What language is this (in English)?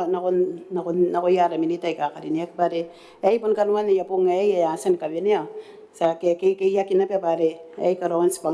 Gilbertese